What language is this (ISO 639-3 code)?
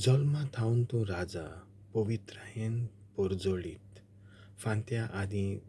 kok